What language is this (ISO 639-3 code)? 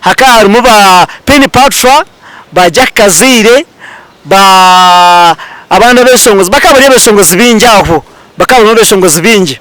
nyn